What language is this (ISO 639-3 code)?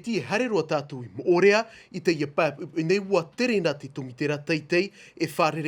tah